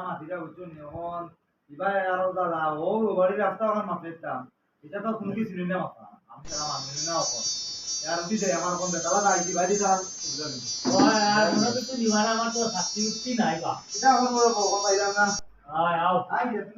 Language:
Sylheti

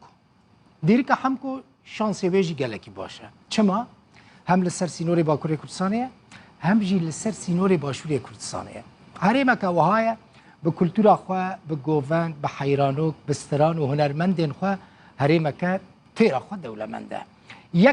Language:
Kurdish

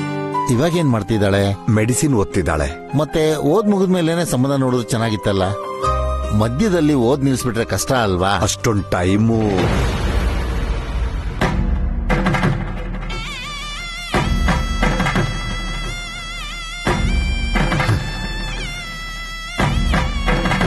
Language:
Kannada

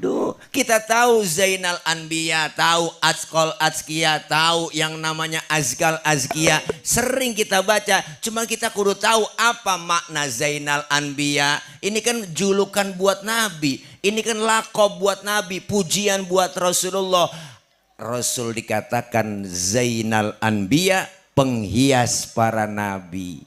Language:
Betawi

